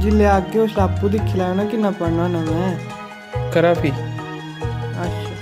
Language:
Dogri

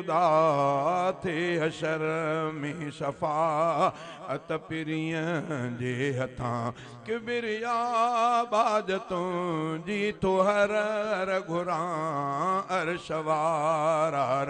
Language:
Sindhi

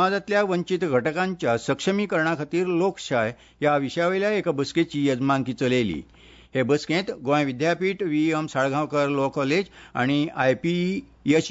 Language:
Konkani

